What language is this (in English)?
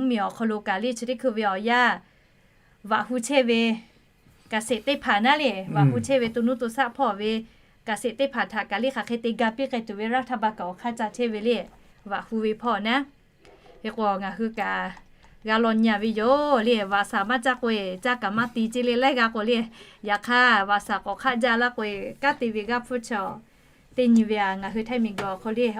Lahu